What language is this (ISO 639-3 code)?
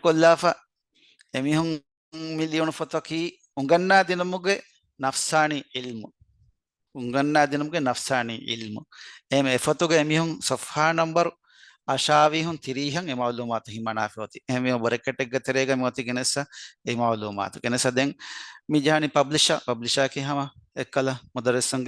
div